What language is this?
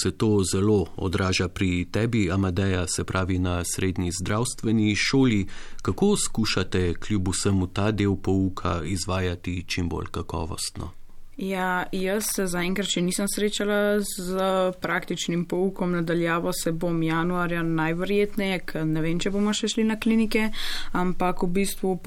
Slovenian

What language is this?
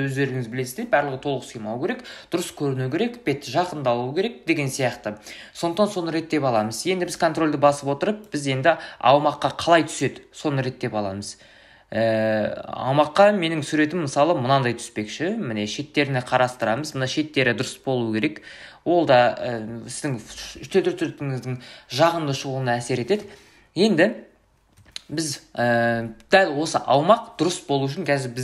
Kazakh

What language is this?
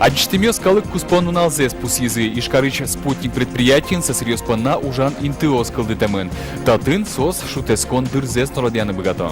Udmurt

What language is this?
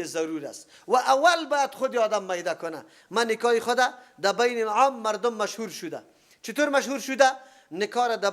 Persian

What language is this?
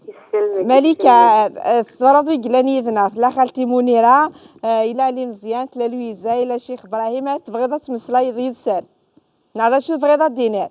Kabyle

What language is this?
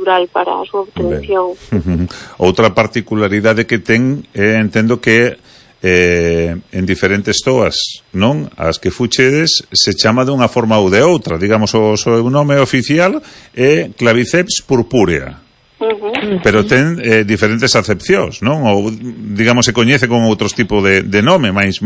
Galician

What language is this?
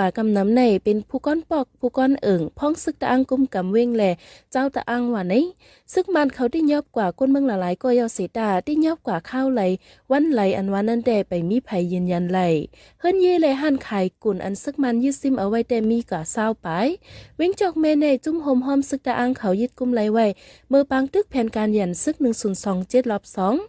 Shan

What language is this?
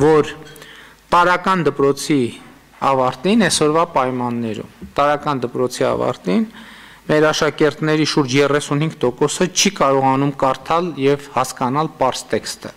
Armenian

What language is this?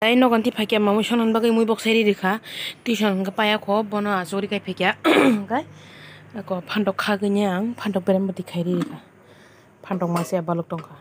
Kok Borok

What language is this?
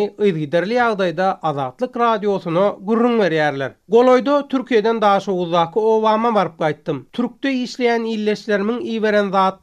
Turkmen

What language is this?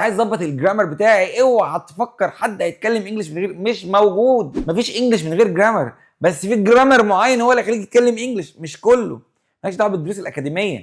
Egyptian Arabic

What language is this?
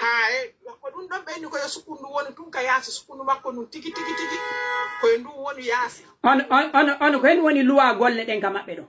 Pular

